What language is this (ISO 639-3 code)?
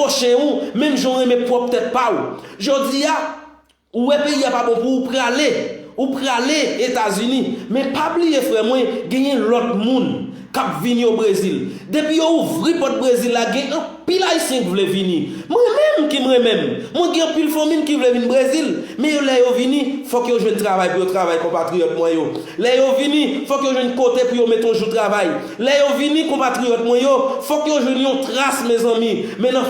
hat